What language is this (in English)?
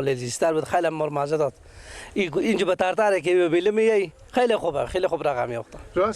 Persian